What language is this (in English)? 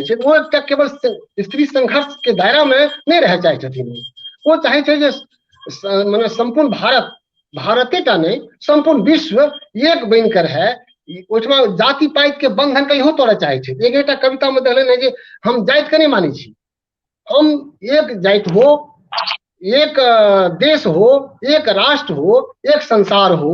Maithili